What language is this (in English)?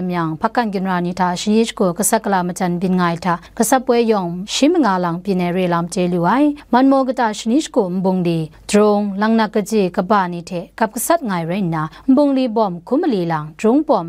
Kachin